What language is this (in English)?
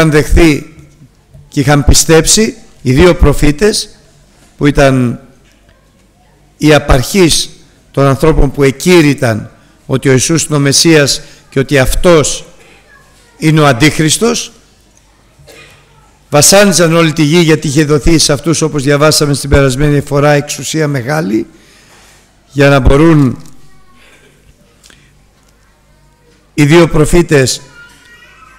Greek